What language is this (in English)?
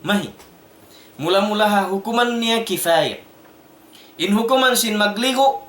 Tausug